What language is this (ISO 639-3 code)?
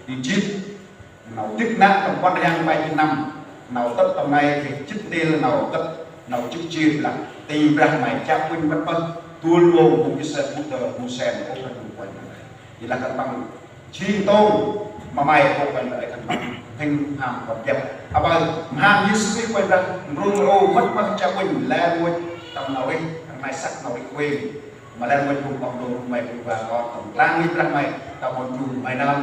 cmo